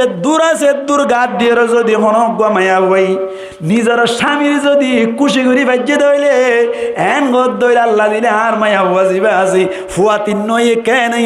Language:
Rohingya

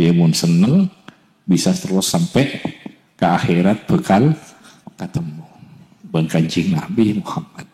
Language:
Madurese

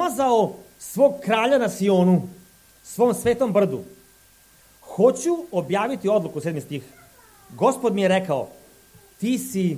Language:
Serbian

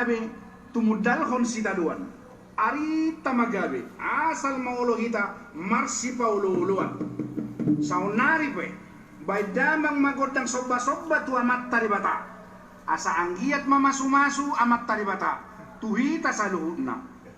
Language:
Batak Toba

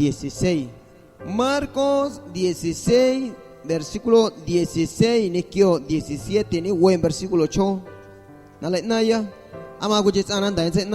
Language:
Guerrero Amuzgo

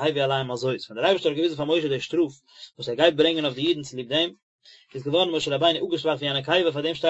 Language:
Yiddish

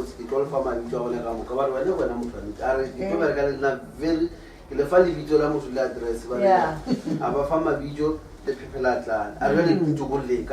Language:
Northern Sotho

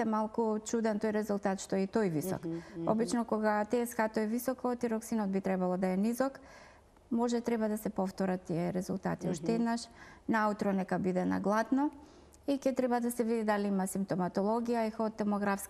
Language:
Macedonian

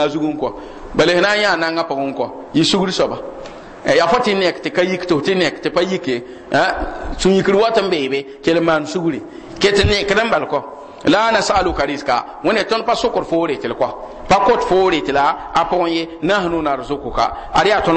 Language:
Mossi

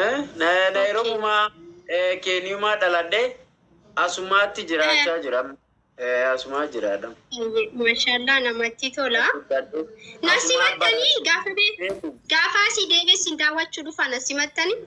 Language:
Oromo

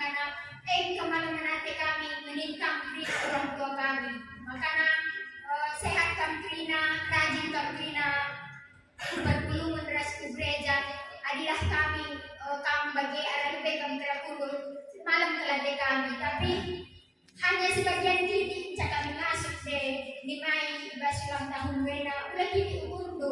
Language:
Batak Karo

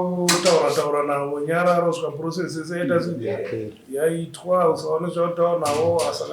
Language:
Shona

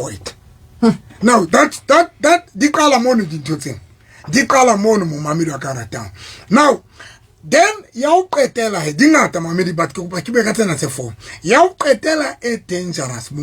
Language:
Southern Sotho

